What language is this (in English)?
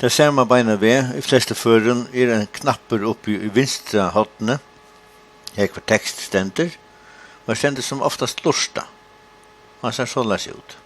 Faroese